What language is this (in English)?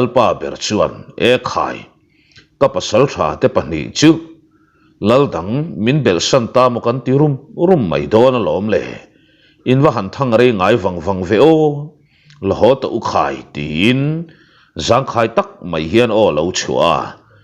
Mizo